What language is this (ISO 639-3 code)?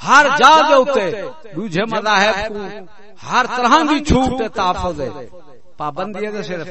skr